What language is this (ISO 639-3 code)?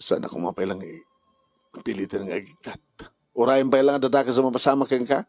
ilo